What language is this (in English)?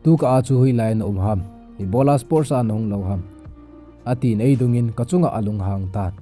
Thado Chin